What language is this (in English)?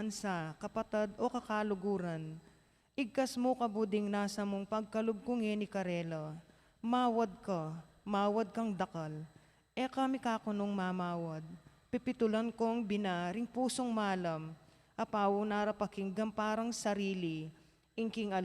Pampanga